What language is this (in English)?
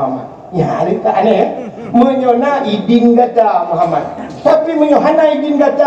Achinese